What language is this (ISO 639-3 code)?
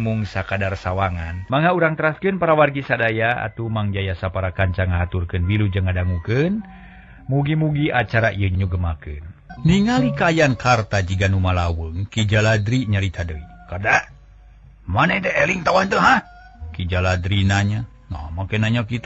sun